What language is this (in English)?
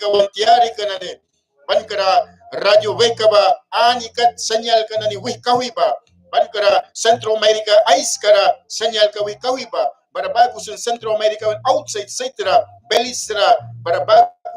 Mískito